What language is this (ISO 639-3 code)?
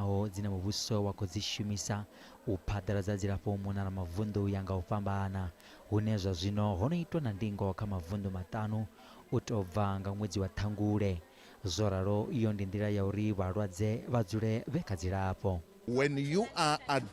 ven